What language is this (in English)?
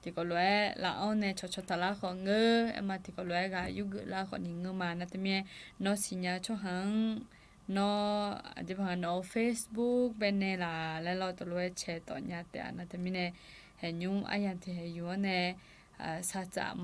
Akha